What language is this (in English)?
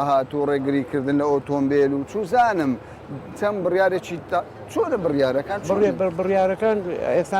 Central Kurdish